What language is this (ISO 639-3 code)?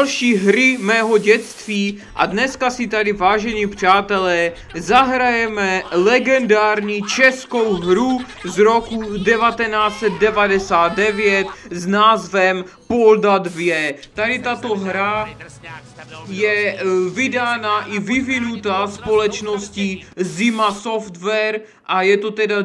ces